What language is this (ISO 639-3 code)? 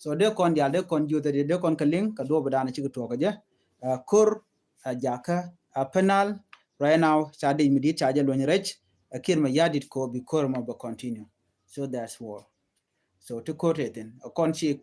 nus